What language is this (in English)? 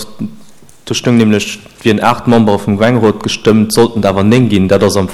Luxembourgish